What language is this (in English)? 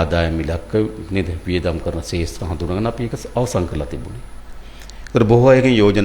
Sinhala